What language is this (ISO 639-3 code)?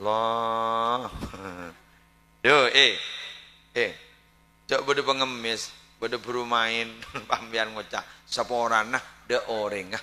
mad